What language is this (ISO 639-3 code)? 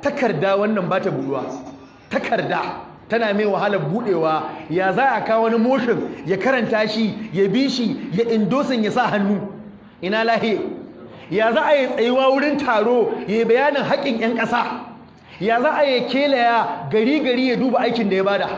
hau